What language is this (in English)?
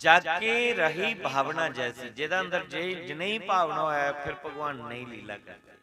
Dogri